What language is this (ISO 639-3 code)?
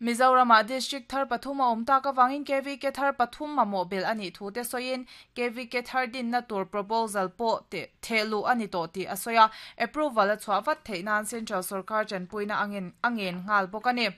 lus